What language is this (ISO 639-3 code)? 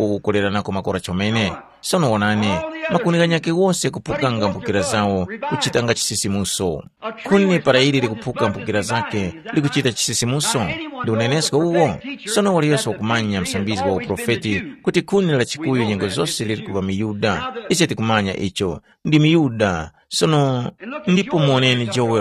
tum